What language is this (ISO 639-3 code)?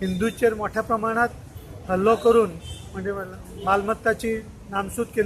kok